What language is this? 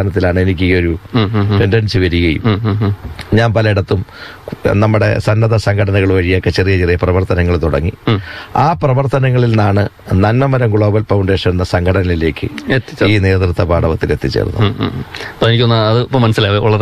Malayalam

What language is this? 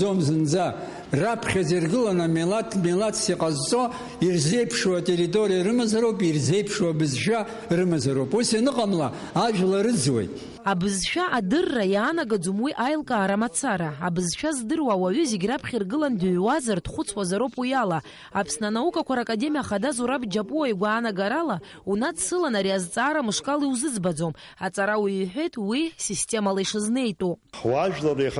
Abkhazian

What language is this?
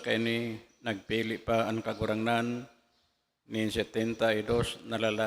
Bikol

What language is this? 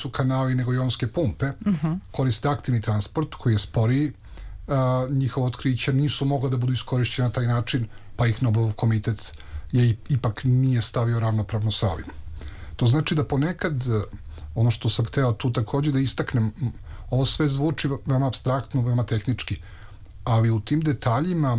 Serbian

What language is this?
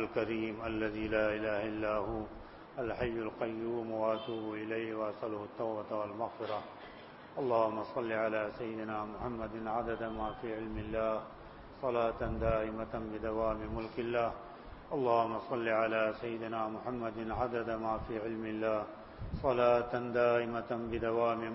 Urdu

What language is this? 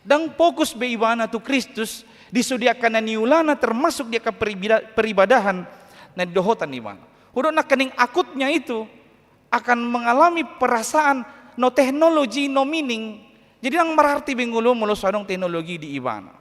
Batak Toba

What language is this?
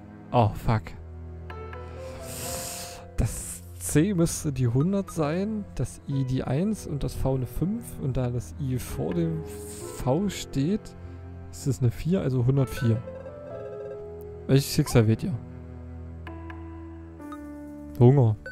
German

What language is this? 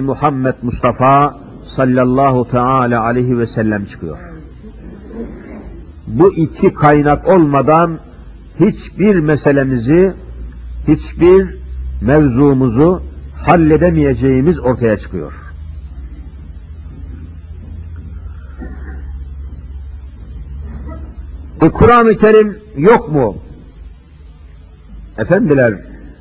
Turkish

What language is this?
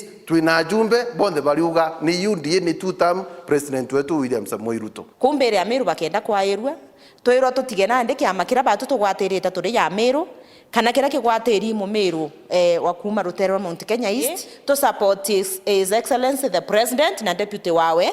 Meru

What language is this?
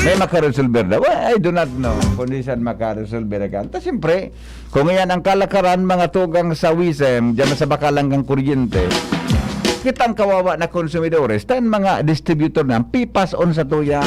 Bikol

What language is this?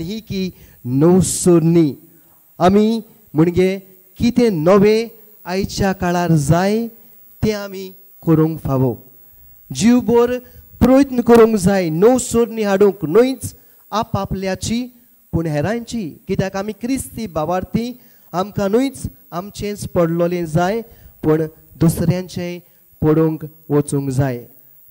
Konkani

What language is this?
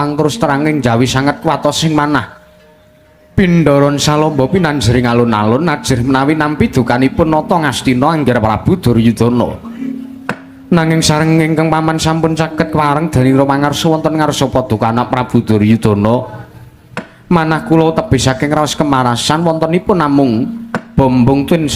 Javanese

